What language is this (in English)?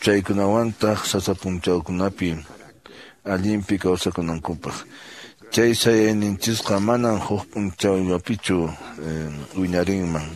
Quechua